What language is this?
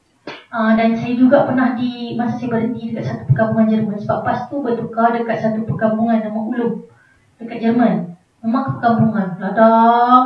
Malay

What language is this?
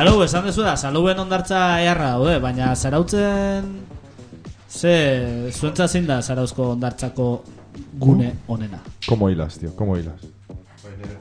Basque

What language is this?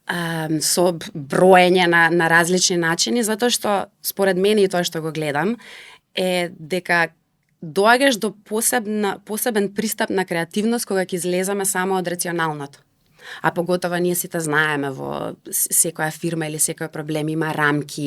Macedonian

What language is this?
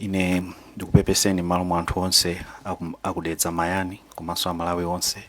Nyanja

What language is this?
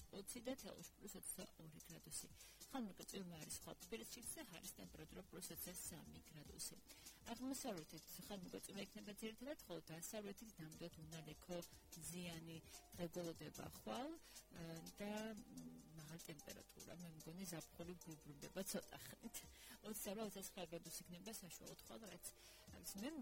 Georgian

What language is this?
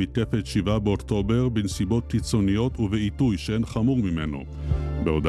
Hebrew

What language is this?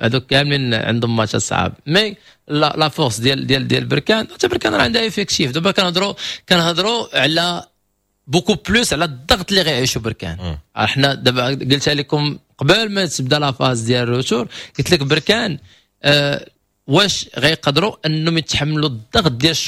Moroccan Arabic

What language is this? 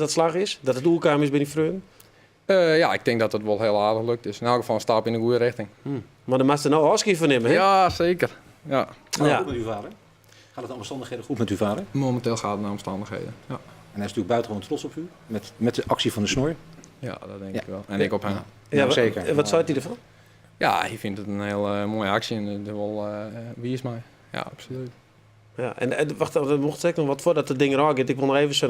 Western Frisian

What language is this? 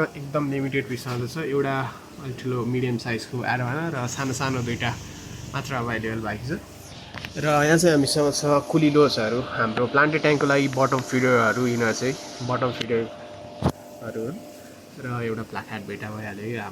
Nepali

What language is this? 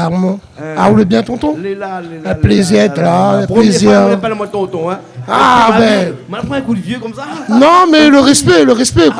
Réunion Creole French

